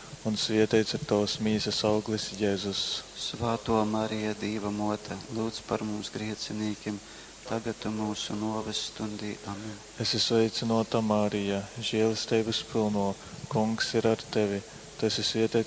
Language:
Latgalian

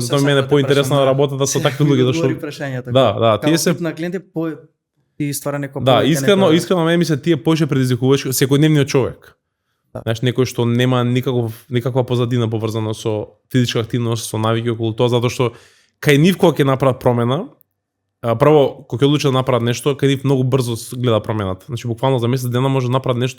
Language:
Macedonian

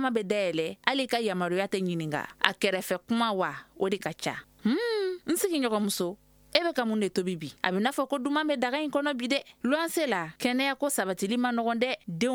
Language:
Bambara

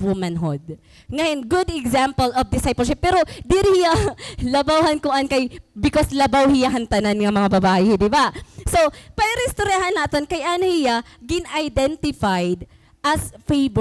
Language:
Waray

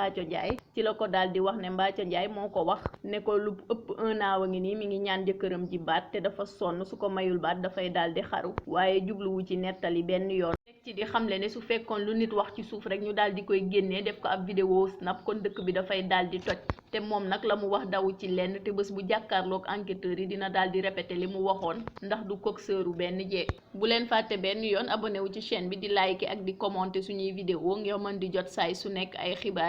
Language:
Wolof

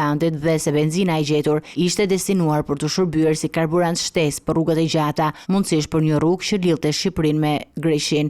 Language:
Albanian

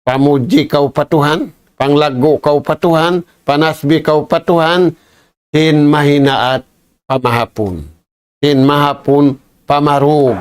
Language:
Tausug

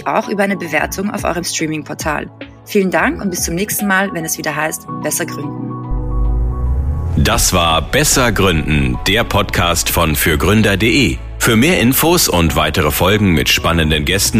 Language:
German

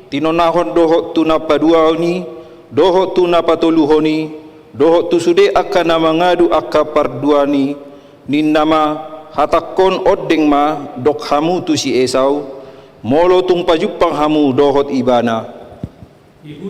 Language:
Batak Toba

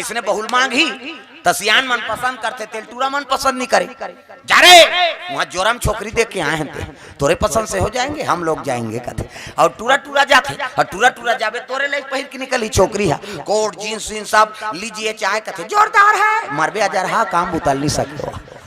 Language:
Chhattisgarhi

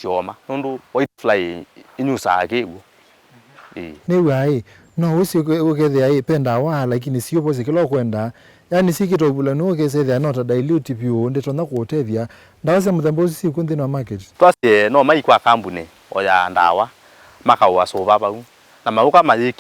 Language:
Kamba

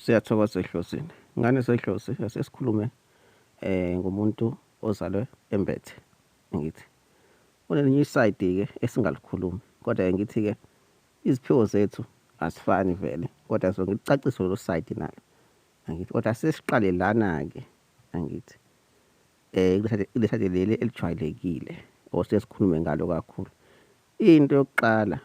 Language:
Zulu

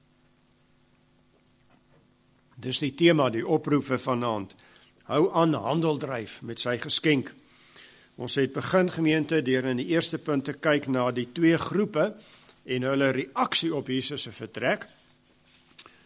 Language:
Afrikaans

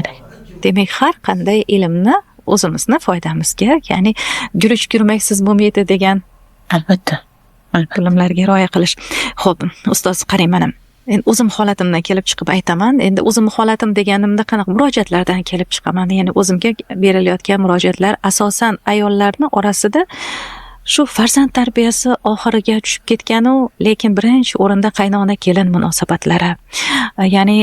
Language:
Uzbek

